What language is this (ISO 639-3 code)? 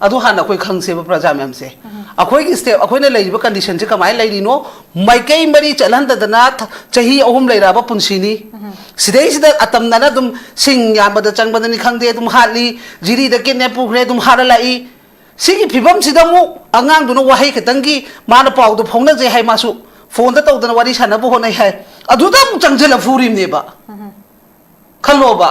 mni